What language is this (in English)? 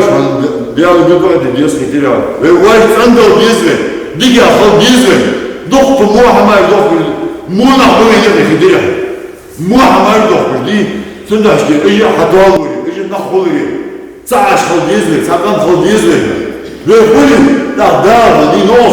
Ingush